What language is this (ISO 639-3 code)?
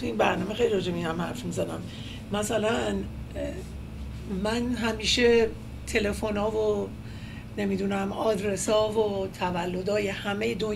fas